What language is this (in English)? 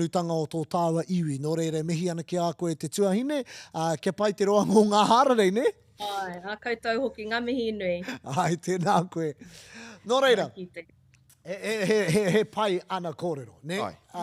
Māori